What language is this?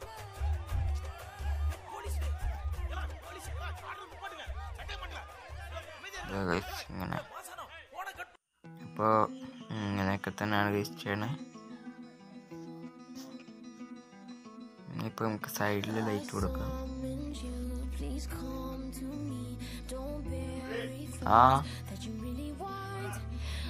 Malayalam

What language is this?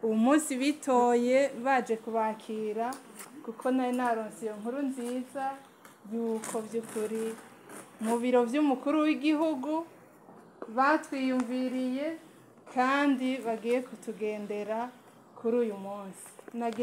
Rundi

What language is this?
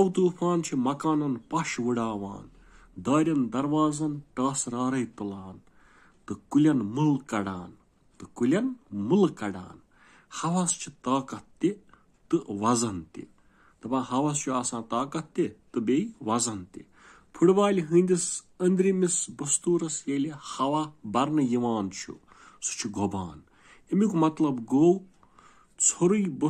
Kashmiri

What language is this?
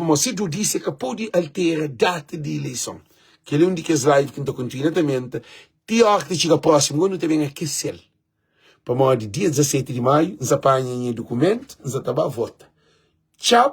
Kabuverdianu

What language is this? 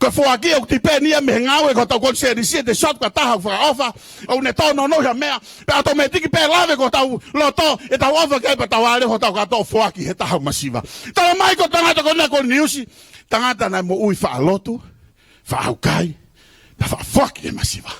Tongan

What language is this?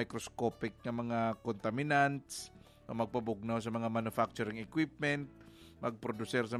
Hiligaynon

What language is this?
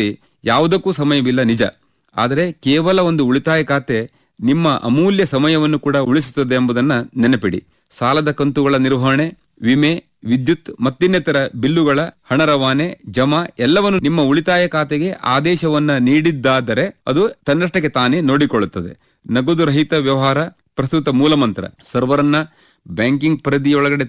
Kannada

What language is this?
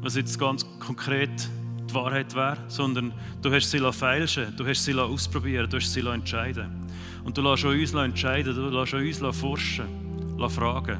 Swiss German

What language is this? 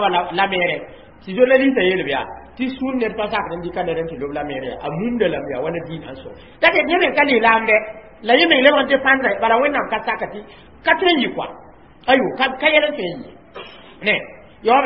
Mossi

